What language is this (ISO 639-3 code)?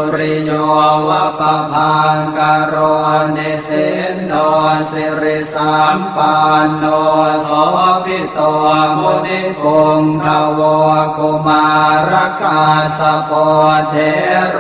pli